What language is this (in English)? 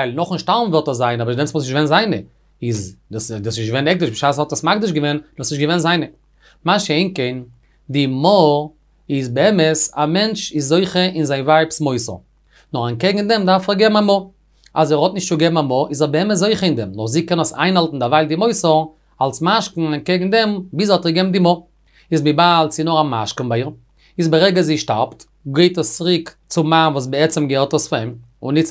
Yiddish